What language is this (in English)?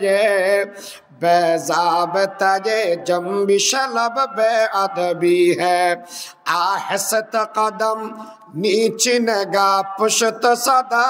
Rohingya